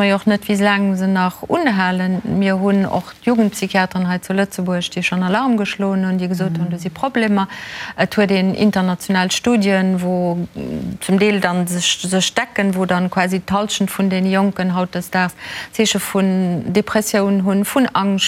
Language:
Luxembourgish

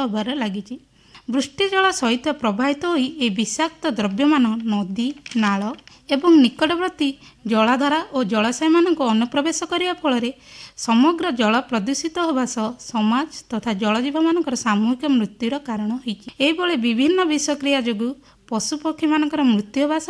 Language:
Odia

